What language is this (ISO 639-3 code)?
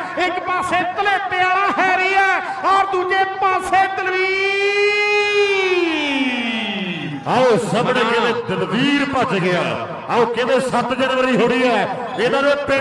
pan